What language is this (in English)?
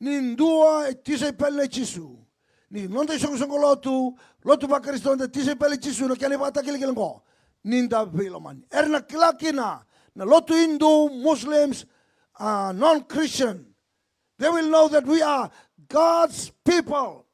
Fijian